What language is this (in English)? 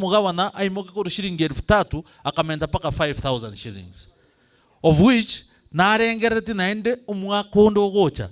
Gusii